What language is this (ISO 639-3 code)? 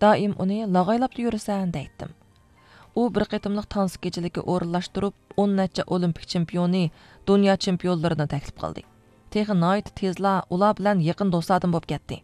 uig